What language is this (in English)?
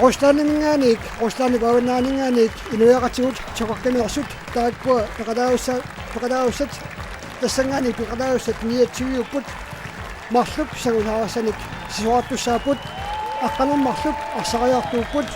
Kalaallisut